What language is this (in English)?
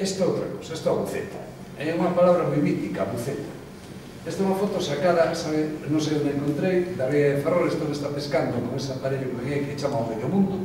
Galician